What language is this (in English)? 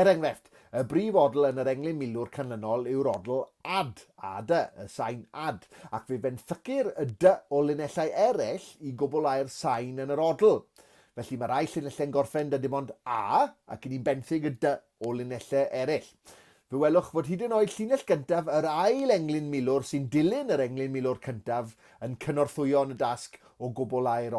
Welsh